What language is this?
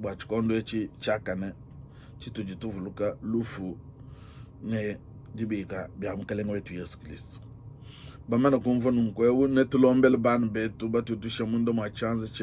Luba-Lulua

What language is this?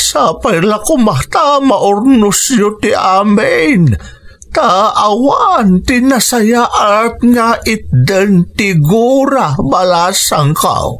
Iloko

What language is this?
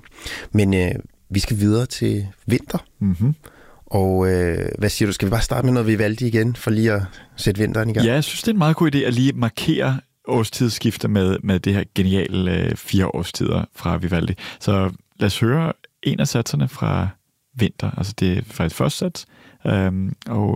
Danish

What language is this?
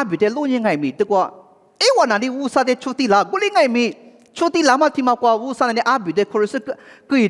Lisu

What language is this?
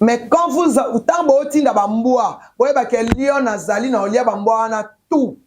Lingala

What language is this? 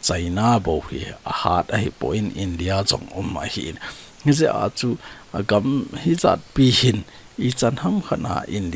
Thado Chin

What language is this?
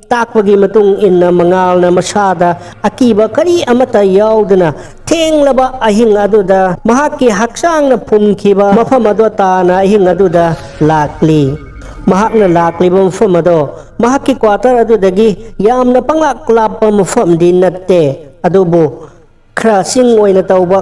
Manipuri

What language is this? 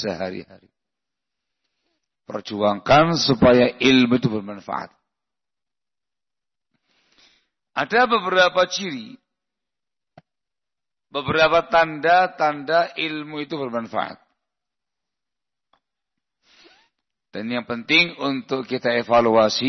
Indonesian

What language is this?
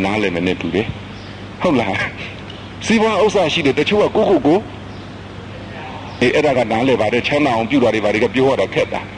Burmese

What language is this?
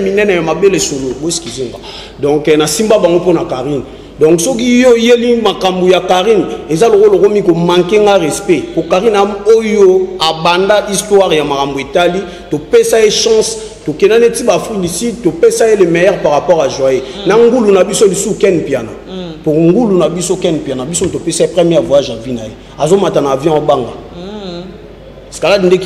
Lingala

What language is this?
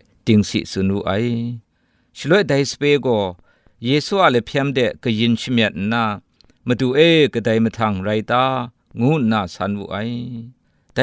Kachin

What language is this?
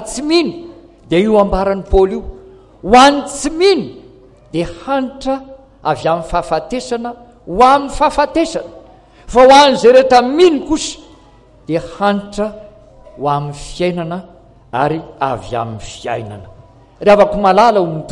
Malagasy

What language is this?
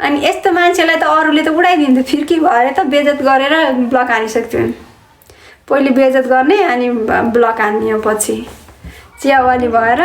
Nepali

